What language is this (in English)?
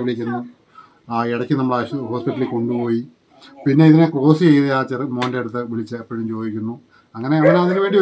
Malayalam